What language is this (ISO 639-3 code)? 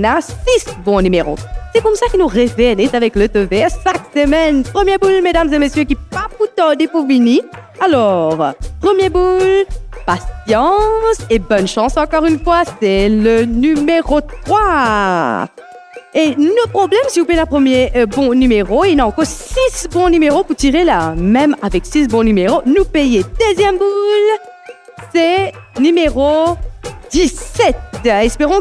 mfe